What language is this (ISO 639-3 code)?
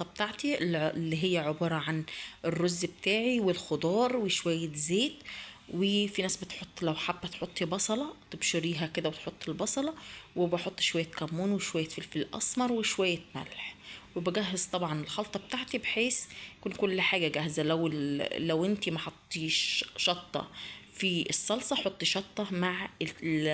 arz